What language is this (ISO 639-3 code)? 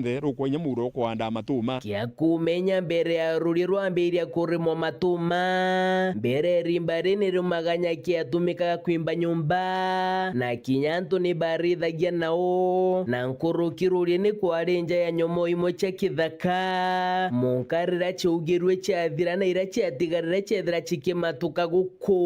mer